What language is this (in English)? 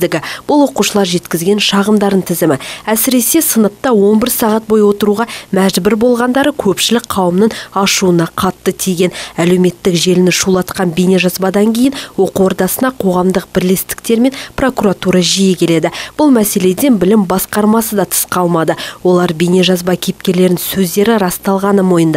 Kazakh